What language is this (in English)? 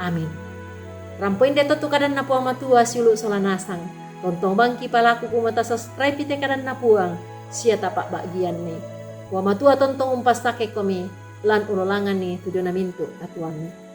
Toraja-Sa'dan